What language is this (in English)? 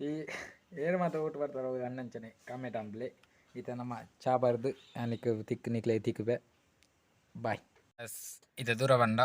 Tulu